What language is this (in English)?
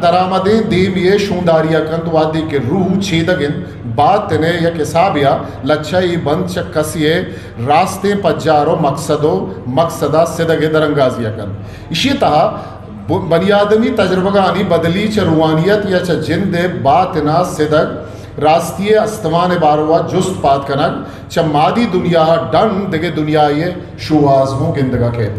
Eastern Balochi